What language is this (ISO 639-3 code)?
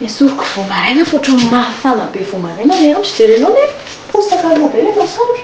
mlg